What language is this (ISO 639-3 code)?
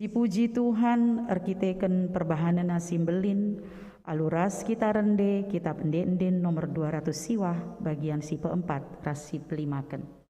btx